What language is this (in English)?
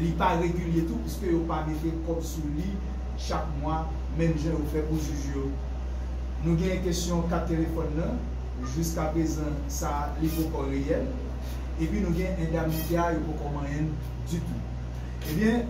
Haitian Creole